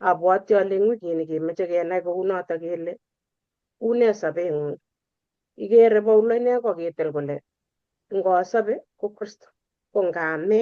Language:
Kalenjin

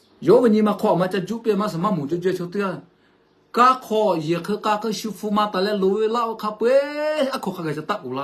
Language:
Lahu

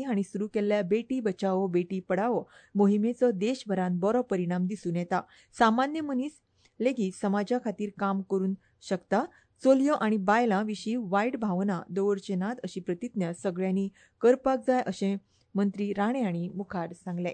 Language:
Konkani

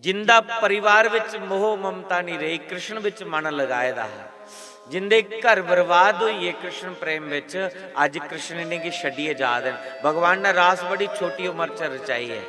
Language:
Dogri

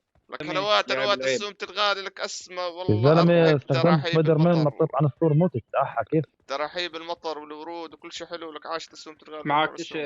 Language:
North Levantine Arabic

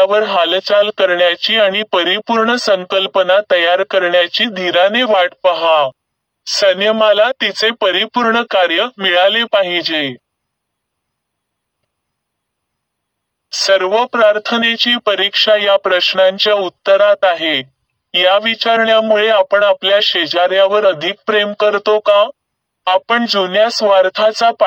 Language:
Marathi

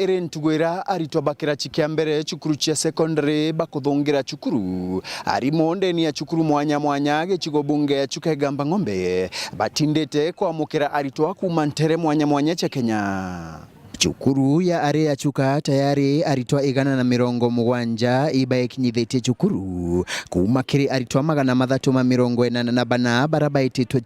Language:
Meru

